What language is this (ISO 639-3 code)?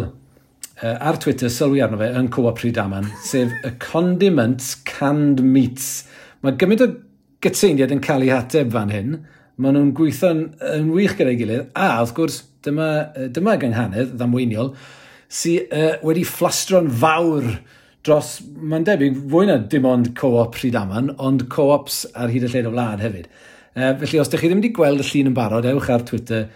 cym